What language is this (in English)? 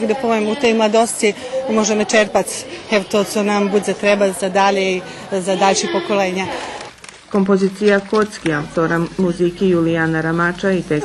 Rusyn